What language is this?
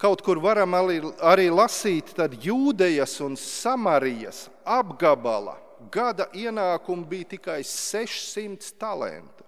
Latvian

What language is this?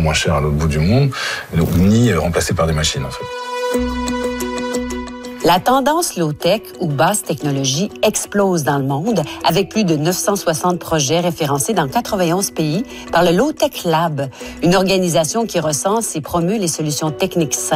French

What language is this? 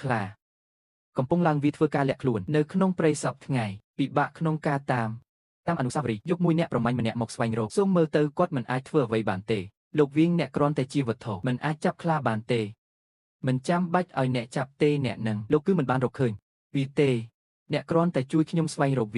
Khmer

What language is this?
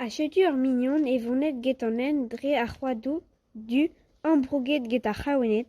Breton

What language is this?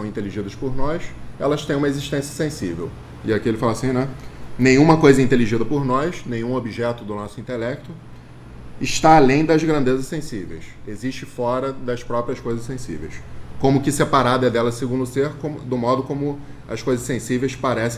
Portuguese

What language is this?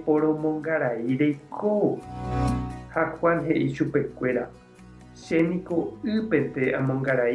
Guarani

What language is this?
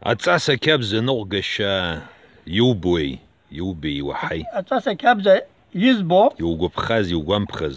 Abkhazian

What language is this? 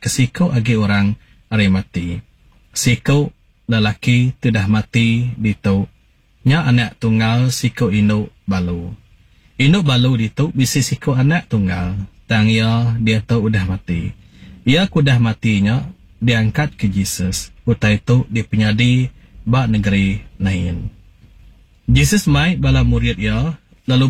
Iban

